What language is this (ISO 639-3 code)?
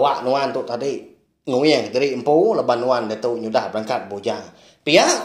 iba